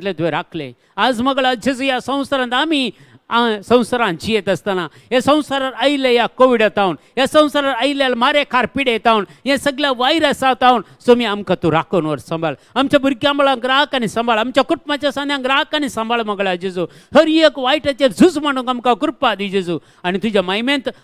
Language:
Konkani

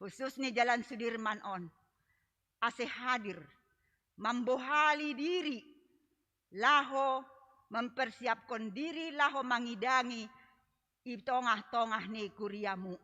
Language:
Batak Simalungun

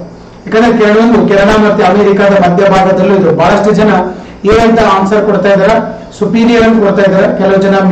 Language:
Kannada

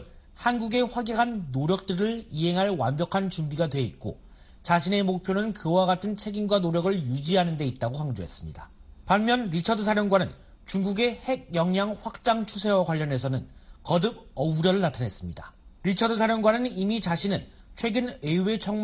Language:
Korean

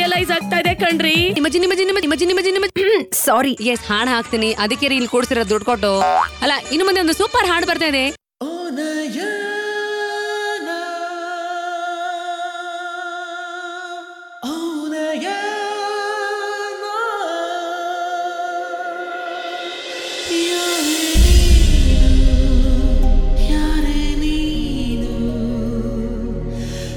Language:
Kannada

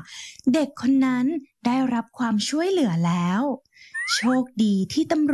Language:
Thai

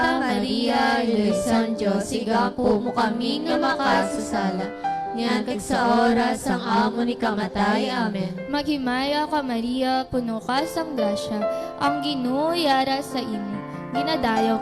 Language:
Hiligaynon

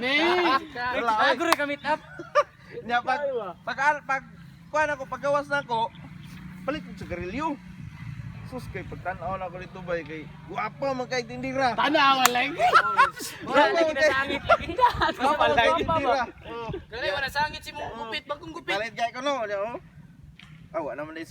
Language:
Cebuano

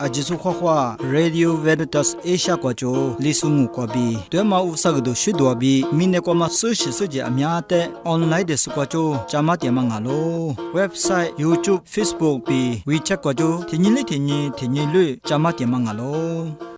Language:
Lisu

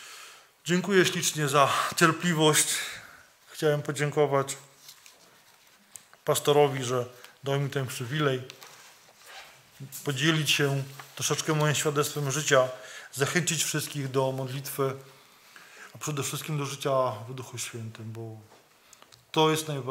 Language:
Polish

